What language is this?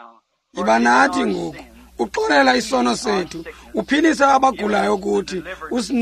Xhosa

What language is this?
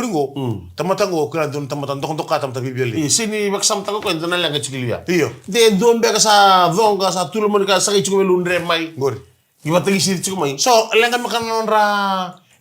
Fijian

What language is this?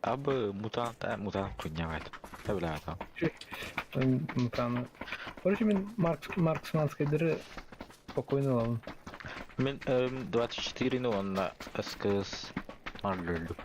Yakut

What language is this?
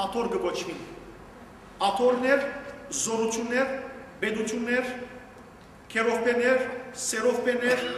Western Armenian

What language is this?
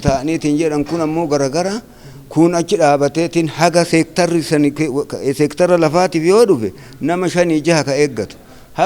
Oromo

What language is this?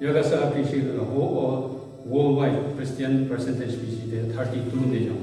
Southern Rengma Naga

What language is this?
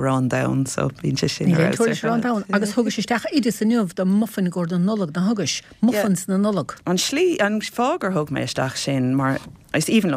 Irish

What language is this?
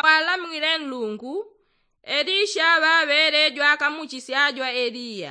Yao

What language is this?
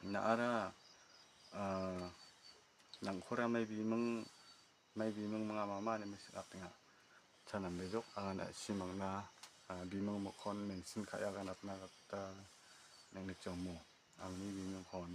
Garo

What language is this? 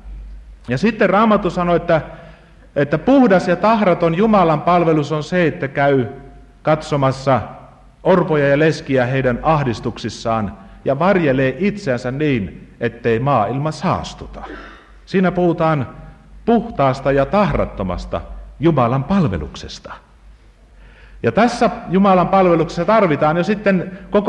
Finnish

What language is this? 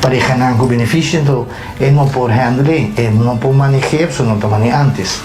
Papiamento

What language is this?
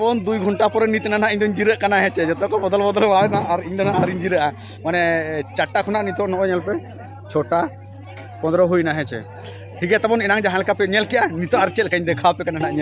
Santali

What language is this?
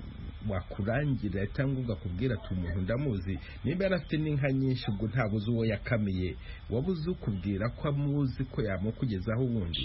Kinyarwanda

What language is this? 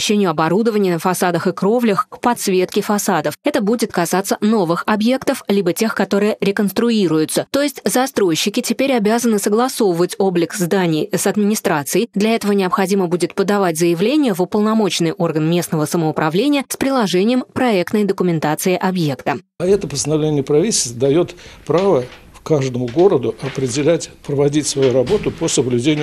Russian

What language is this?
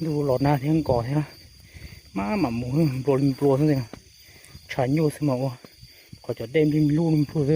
Hmong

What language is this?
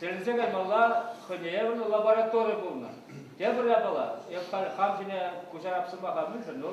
Chuvash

